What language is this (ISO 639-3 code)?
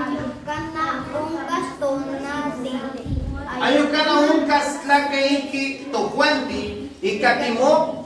nah